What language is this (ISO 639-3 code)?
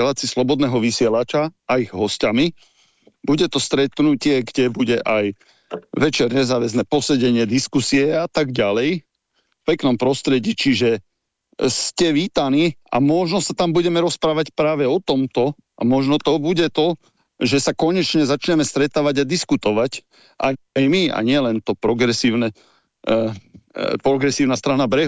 slk